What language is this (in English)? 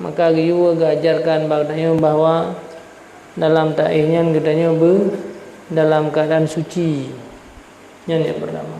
Achinese